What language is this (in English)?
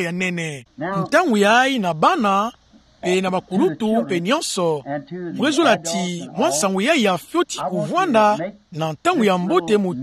Kituba (Democratic Republic of Congo)